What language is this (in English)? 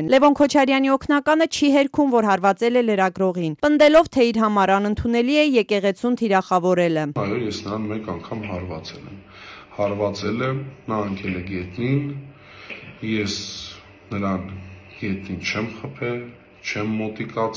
Armenian